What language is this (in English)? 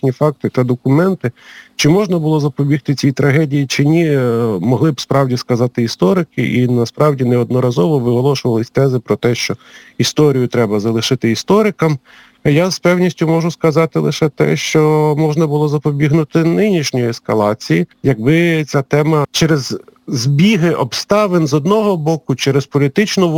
Ukrainian